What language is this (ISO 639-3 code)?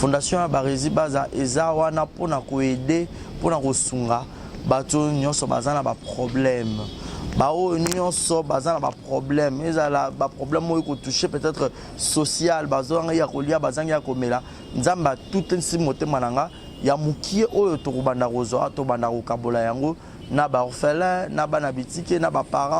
lin